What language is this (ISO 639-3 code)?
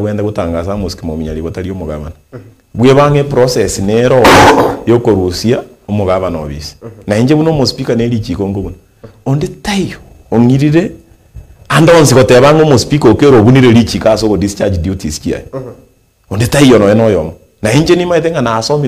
guz